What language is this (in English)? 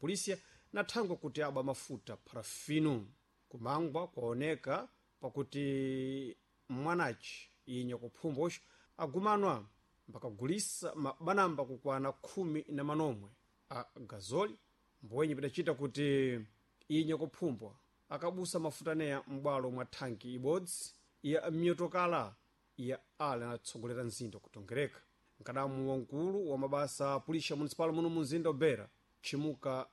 Sena